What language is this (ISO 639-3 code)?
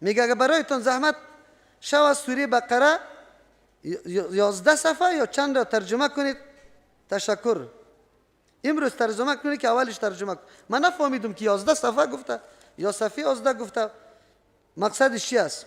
fas